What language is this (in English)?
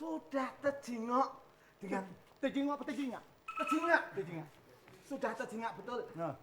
Musi